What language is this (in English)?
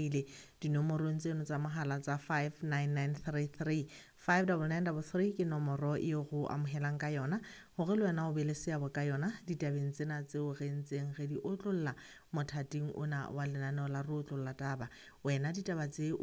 Southern Sotho